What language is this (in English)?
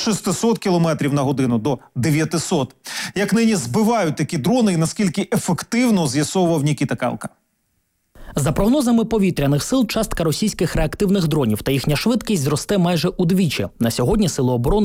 Ukrainian